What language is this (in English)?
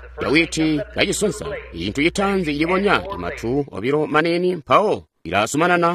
Tonga (Zambia)